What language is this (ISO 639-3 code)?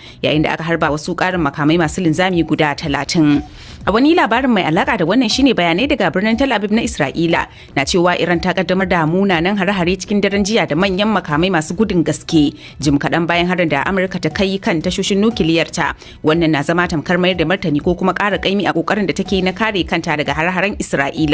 hau